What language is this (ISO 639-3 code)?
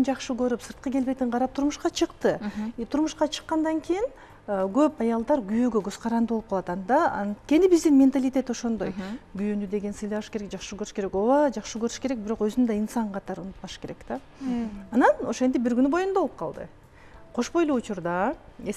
kir